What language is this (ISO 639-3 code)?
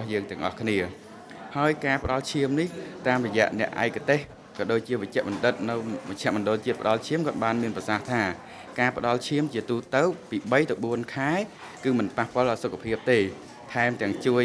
khm